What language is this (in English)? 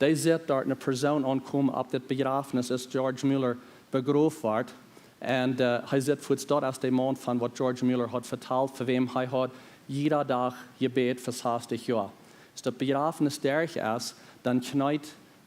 Plautdietsch